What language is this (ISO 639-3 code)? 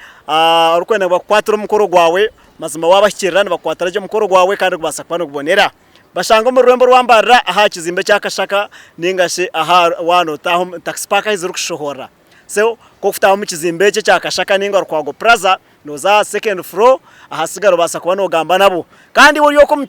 nyn